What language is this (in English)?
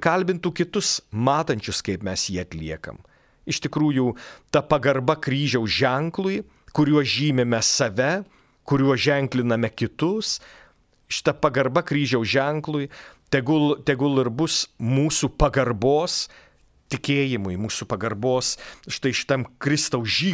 Lithuanian